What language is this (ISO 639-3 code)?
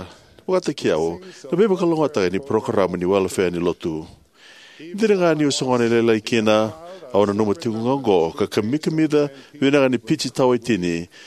fij